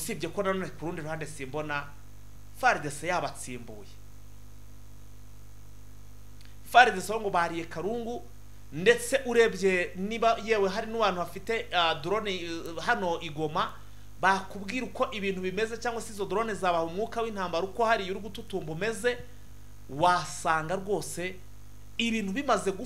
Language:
Kinyarwanda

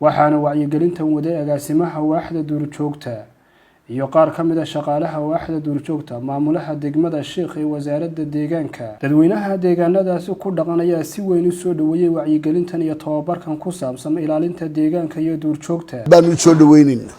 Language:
Somali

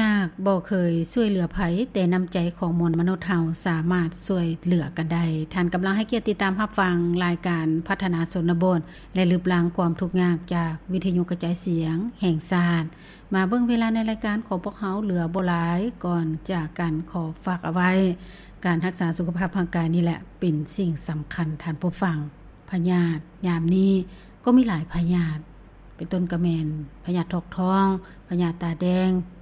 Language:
Lao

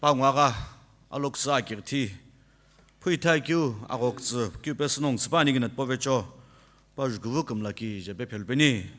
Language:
Sumi Naga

